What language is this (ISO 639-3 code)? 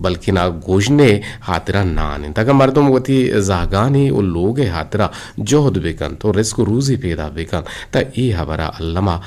bgp